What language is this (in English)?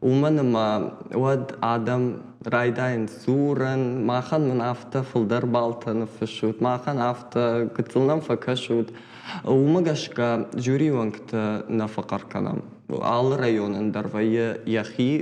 Ossetic